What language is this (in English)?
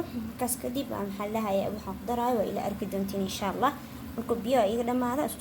Somali